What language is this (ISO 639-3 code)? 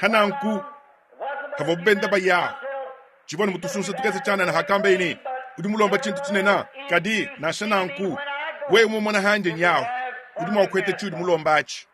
lua